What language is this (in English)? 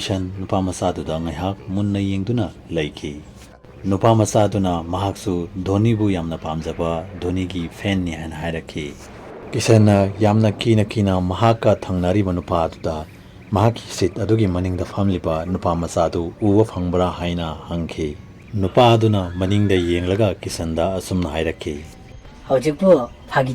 Manipuri